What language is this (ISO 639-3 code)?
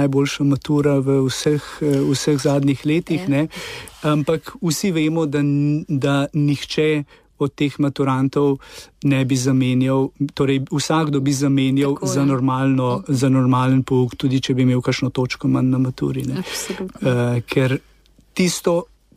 slv